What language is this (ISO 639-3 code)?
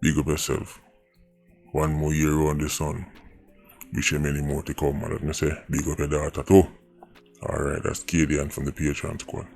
jam